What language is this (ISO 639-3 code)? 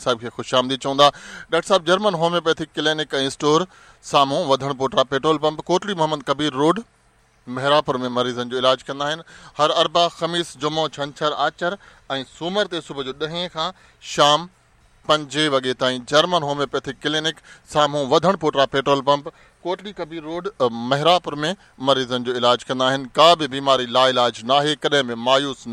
snd